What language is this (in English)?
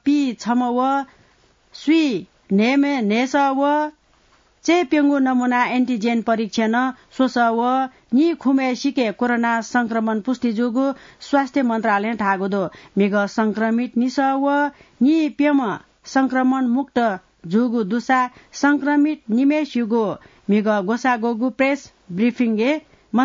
Newari